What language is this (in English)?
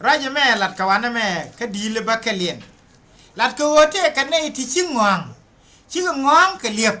Nuer